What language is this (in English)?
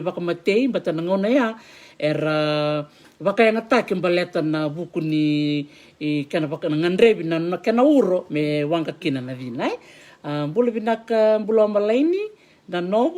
Fijian